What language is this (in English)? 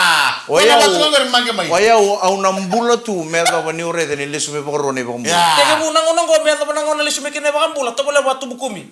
Fijian